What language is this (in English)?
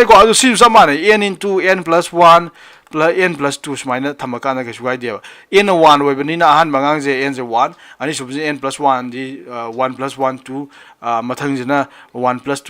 Manipuri